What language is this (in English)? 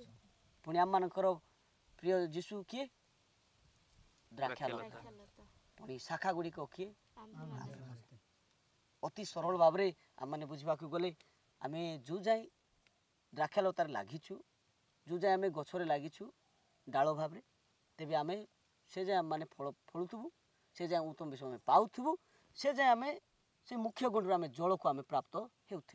Odia